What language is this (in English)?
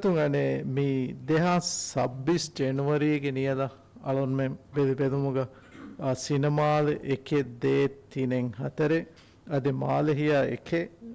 Divehi